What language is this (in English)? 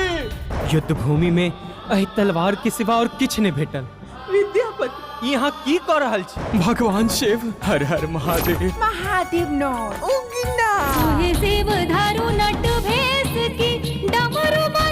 Maithili